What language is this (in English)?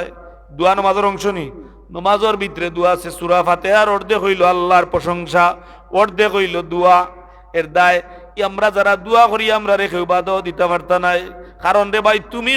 Sylheti